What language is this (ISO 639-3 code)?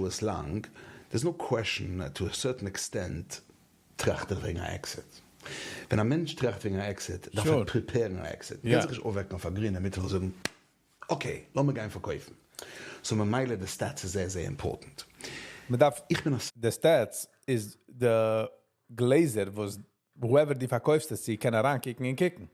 yid